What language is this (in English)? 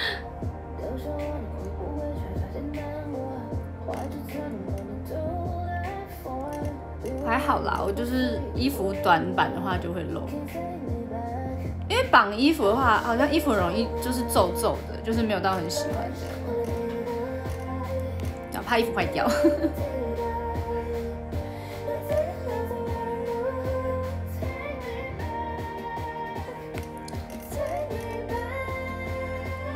Chinese